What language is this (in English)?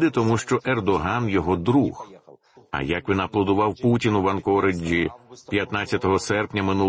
Ukrainian